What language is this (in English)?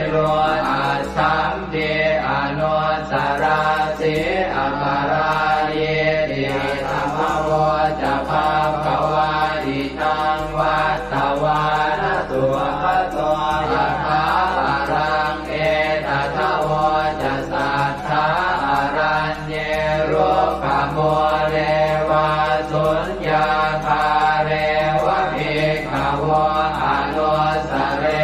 Pali